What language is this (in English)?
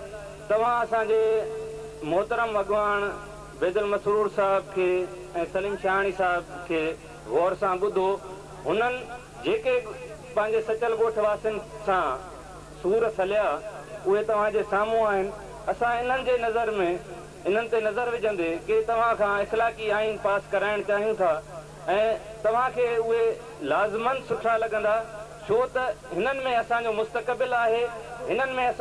Sindhi